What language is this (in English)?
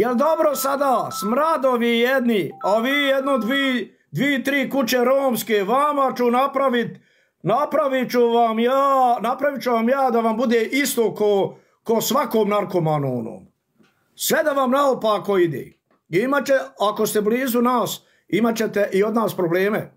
Bosnian